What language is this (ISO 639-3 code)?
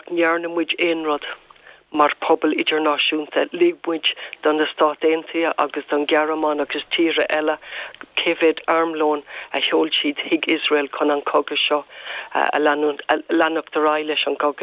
gle